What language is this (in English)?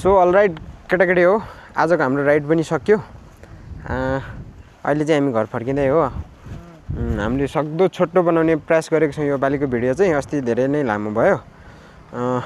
Nepali